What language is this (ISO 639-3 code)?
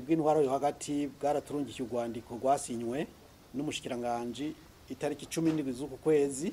run